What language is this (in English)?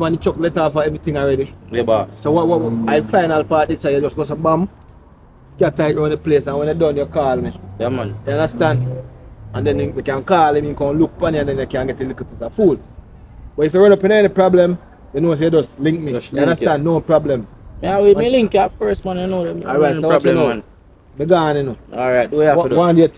Jamaican Creole English